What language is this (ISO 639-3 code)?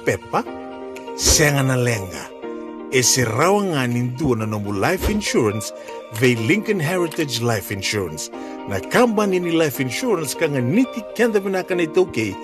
fij